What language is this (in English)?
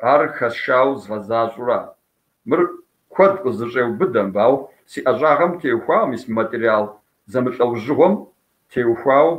Kabardian